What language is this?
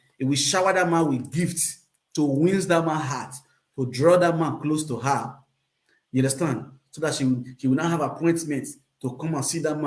Nigerian Pidgin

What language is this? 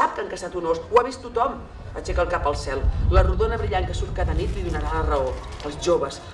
Catalan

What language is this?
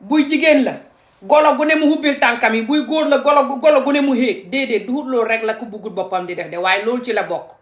Wolof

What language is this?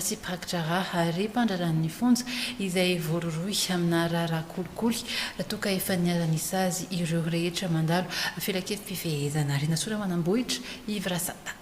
Malagasy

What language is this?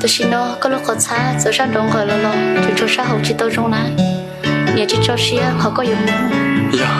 Hmong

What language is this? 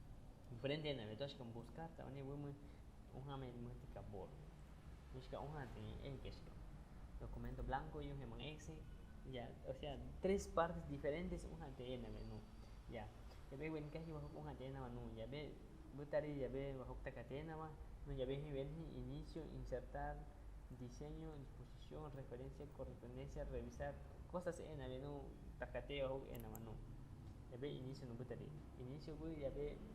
Aguaruna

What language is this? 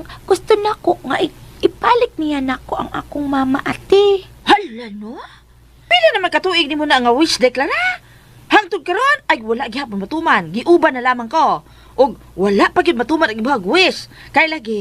Cebuano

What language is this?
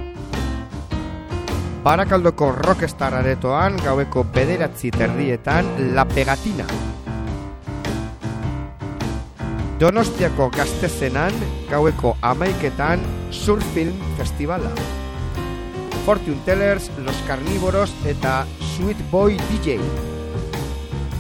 Basque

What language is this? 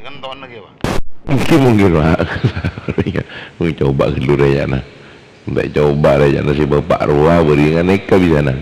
Madurese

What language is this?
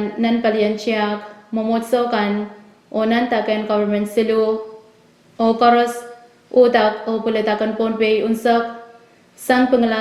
Pohnpeian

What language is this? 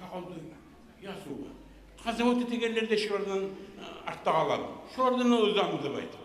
Kumyk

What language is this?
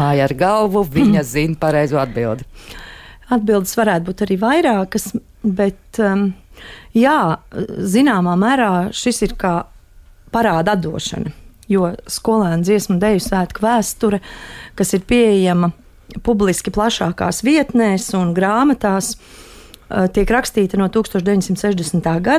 Latvian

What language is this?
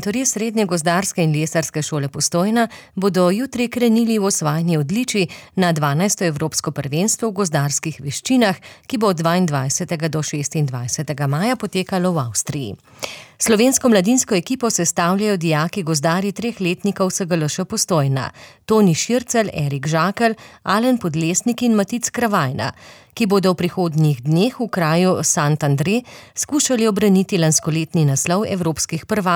Slovenian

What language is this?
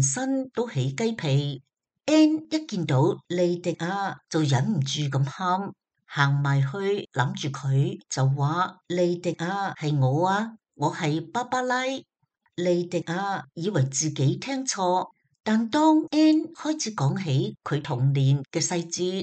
Cantonese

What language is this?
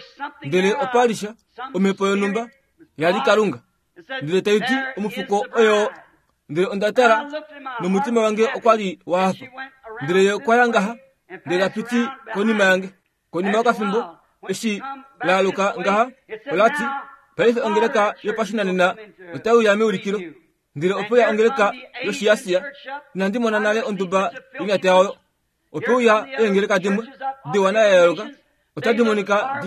Kuanyama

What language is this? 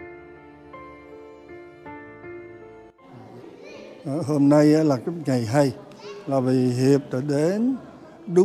Vietnamese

